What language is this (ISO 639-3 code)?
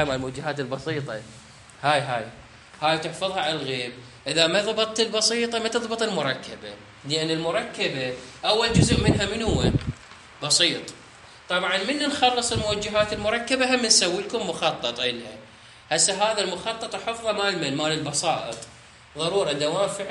acm